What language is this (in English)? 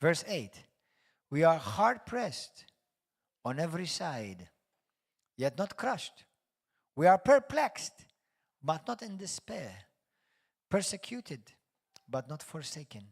English